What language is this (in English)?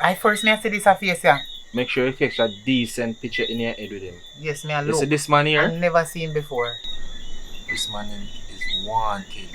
Jamaican Creole English